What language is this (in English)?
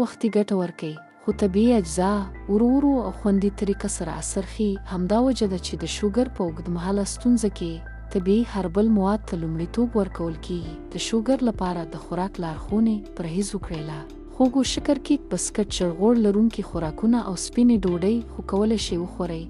Pashto